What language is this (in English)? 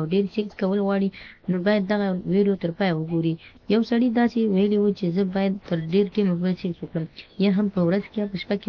Pashto